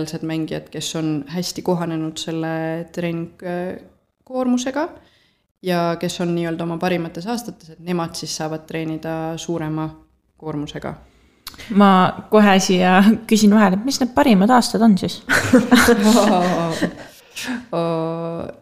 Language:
Estonian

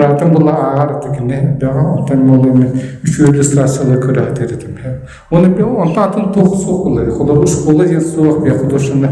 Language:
Yakut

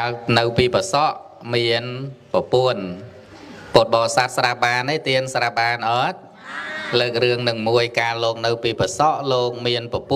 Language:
Khmer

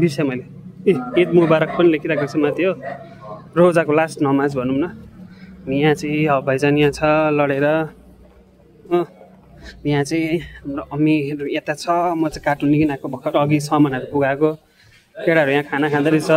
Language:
Nepali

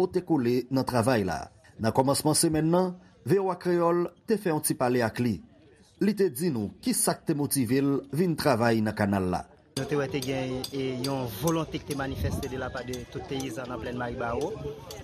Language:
Haitian Creole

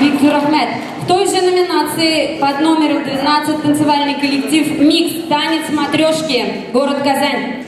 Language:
Chuvash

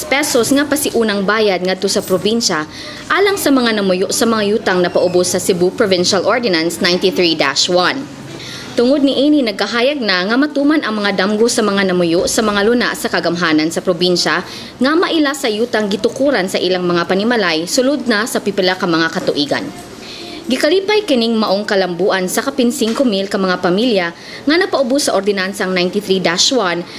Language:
Cebuano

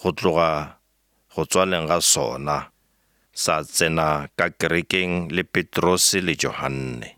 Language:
Northern Sotho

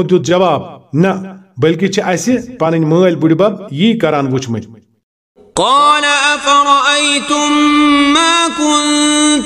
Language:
Kashmiri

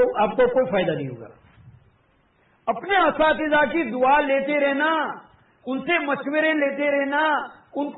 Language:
Urdu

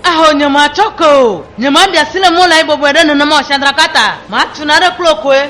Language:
Ewe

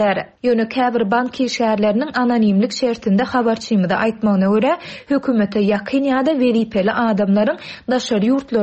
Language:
Turkmen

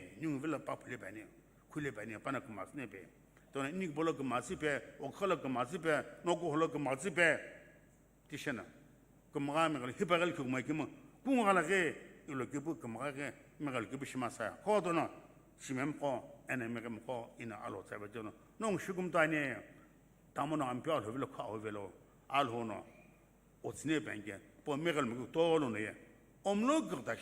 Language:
Sumi Naga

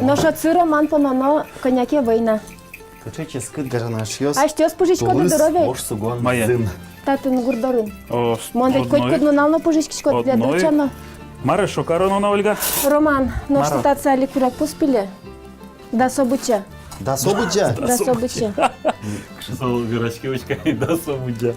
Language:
Udmurt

